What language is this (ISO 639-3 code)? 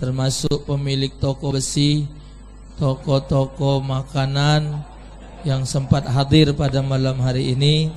mui